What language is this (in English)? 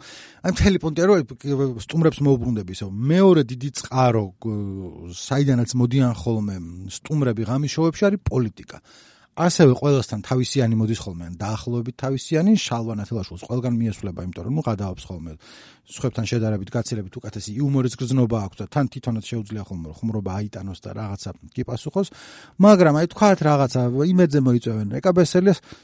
Georgian